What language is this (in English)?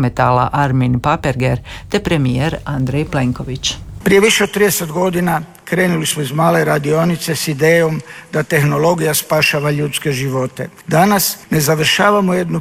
Croatian